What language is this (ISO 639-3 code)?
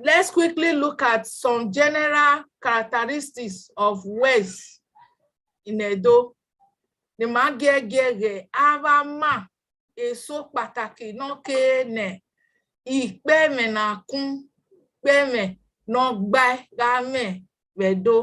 bin